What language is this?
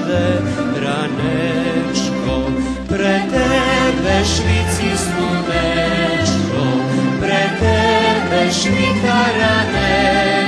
Rusyn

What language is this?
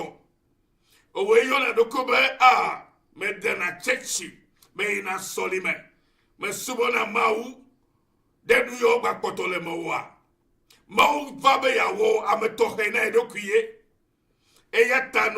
Ewe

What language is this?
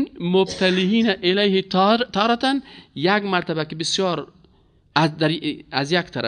Persian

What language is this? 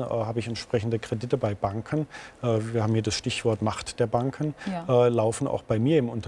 German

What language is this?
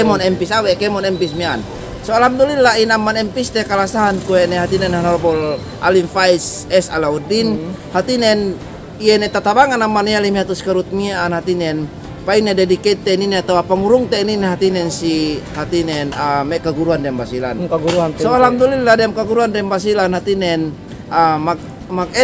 Yakan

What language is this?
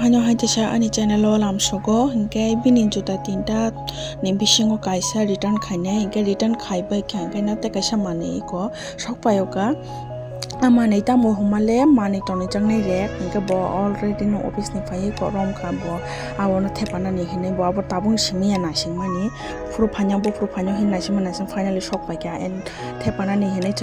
Kok Borok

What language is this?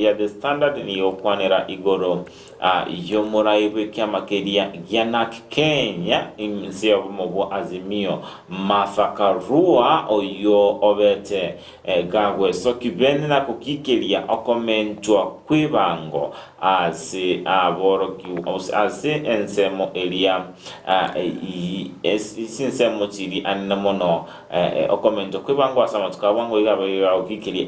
Gusii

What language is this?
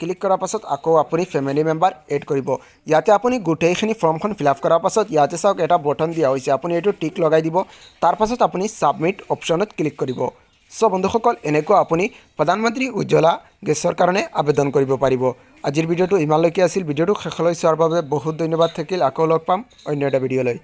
Assamese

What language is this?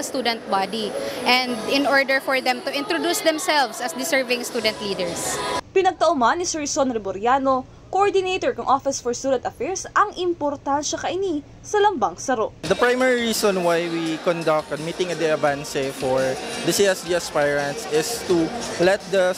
Bikol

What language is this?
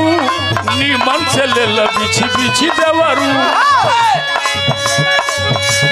Bhojpuri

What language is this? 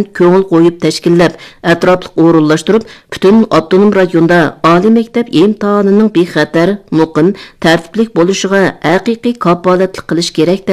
Uyghur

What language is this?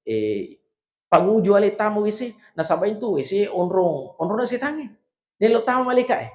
Buginese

